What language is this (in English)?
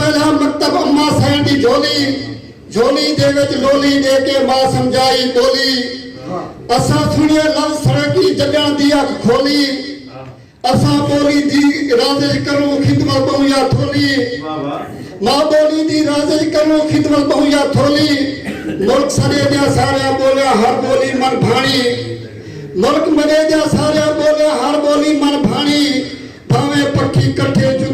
Saraiki